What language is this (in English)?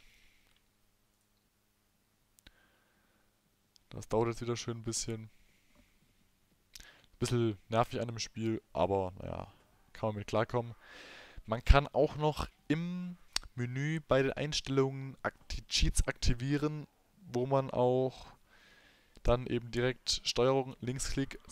German